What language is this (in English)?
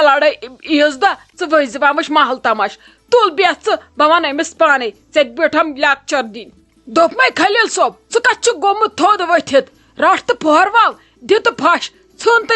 Kashmiri